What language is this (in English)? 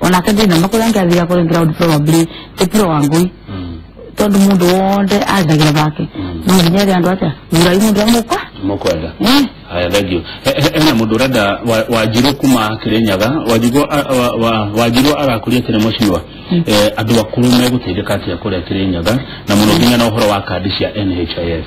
Kikuyu